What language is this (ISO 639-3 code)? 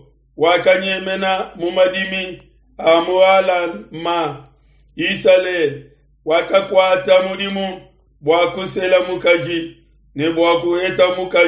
lua